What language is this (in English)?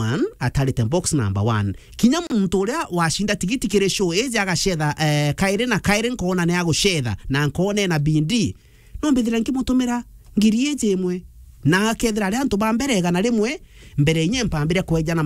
Meru